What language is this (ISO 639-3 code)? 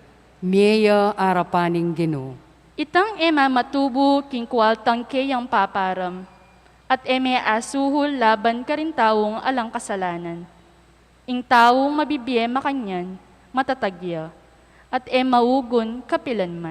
pam